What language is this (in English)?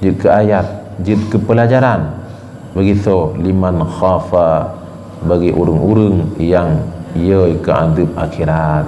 Achinese